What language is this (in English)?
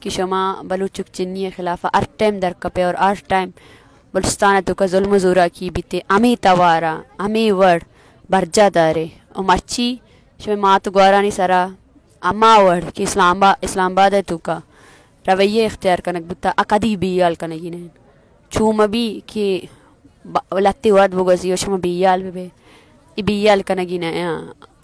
Baluchi